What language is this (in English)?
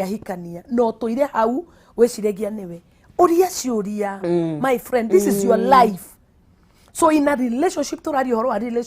Kikuyu